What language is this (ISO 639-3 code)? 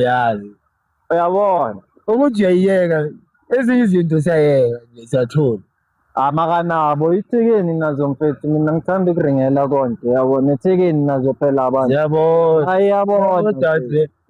zul